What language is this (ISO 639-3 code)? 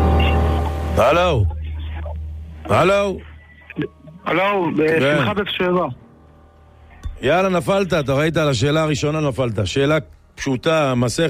heb